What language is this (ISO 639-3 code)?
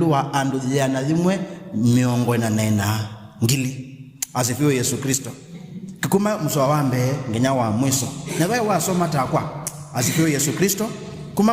kam